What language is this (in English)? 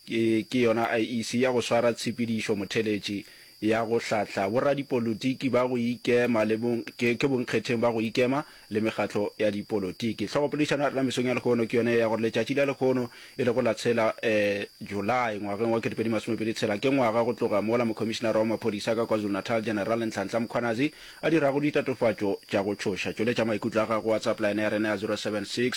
Northern Sotho